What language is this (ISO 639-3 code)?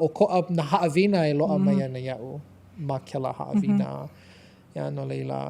haw